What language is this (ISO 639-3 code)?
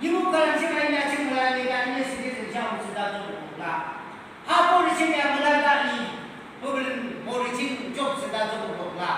yim